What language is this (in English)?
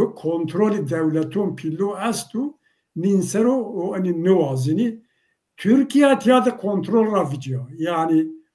Zaza